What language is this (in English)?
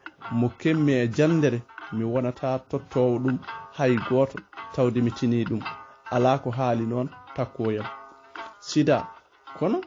Fula